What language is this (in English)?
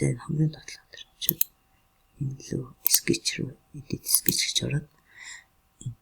Mongolian